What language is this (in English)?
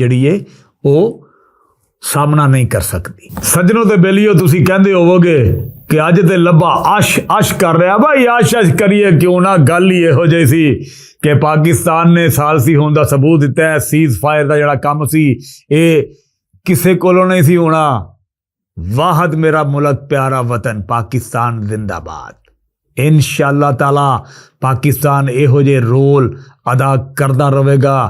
Western Panjabi